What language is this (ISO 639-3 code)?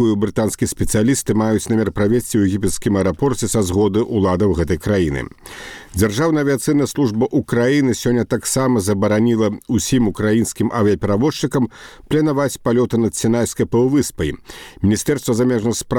bel